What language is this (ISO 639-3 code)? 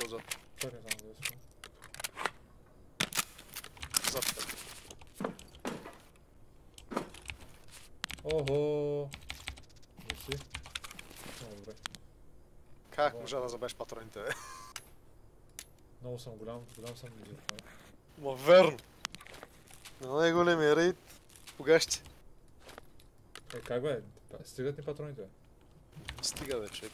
bul